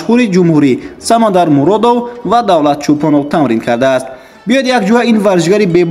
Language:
Tajik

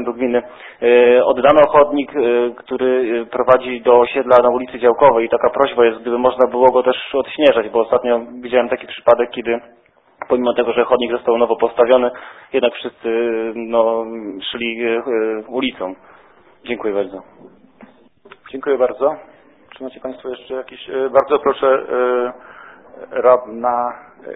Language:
Polish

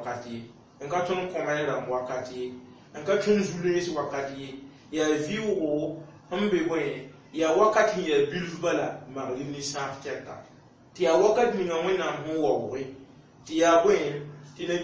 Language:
Mossi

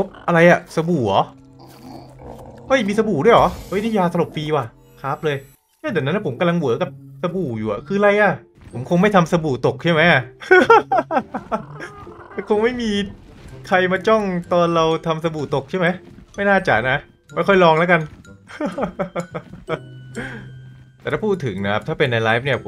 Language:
Thai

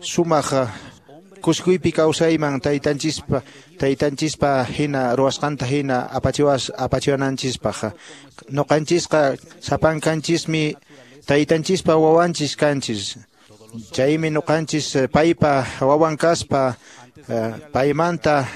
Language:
Quechua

